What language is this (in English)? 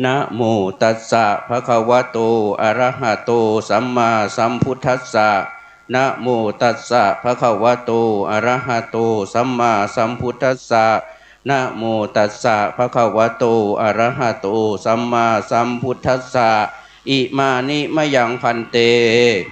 Pali